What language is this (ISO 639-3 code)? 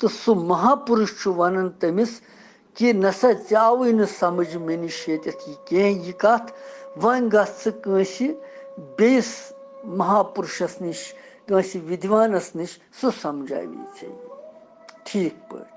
kas